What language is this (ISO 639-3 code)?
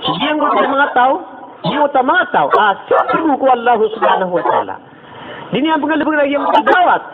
mrw